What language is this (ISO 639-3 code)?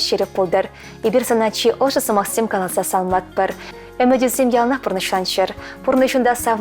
chv